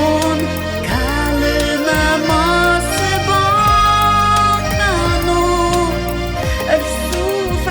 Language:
Ossetic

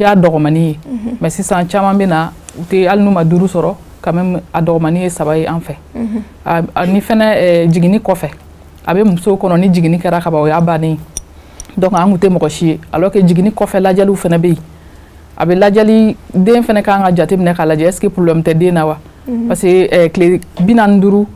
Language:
Bambara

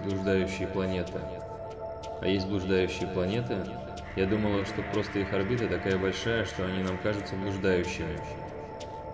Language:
Russian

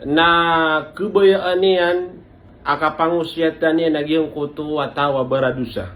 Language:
Maranao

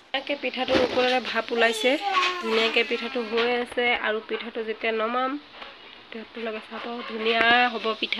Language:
Assamese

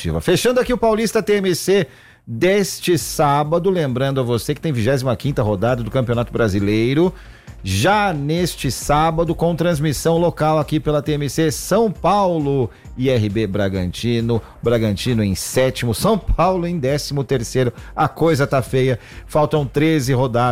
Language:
Portuguese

